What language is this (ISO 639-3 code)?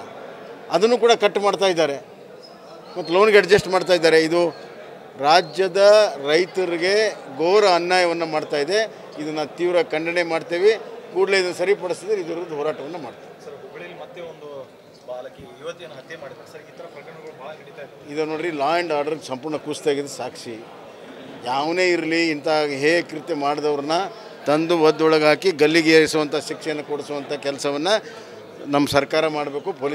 kan